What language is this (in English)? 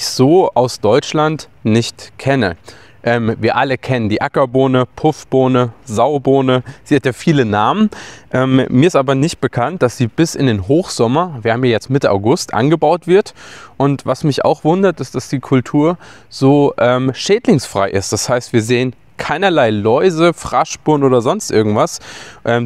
German